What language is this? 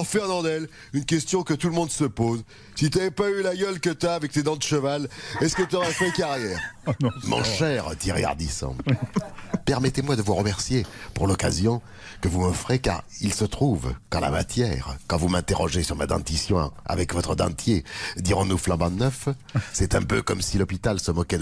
French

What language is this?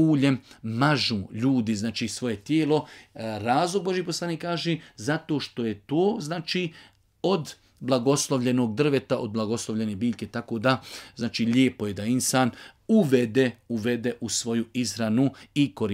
Bosnian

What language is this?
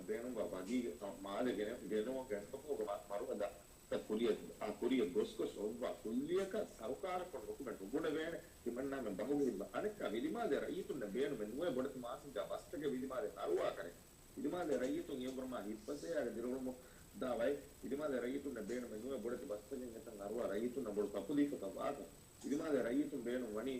Divehi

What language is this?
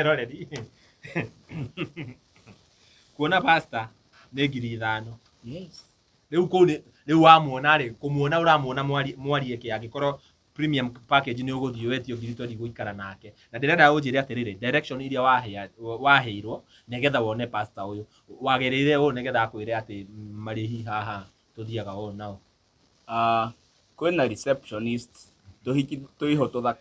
Kikuyu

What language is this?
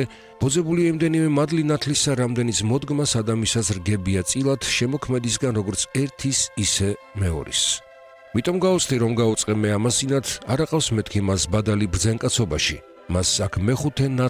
Georgian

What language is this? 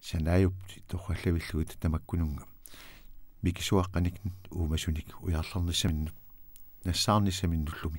Kalaallisut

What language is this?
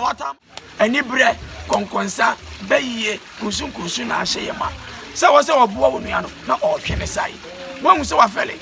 Akan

